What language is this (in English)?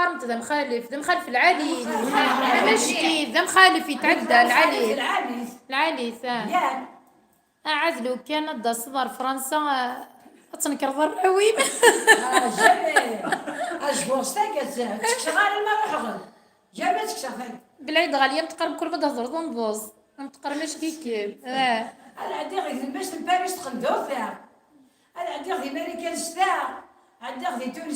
Kabyle